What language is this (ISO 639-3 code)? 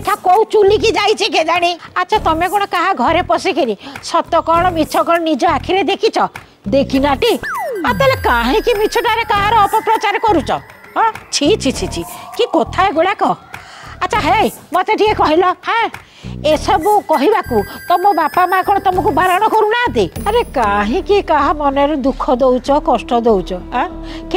ori